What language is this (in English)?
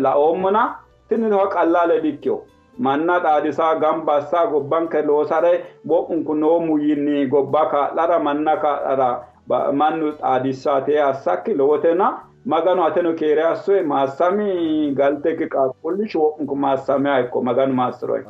Sidamo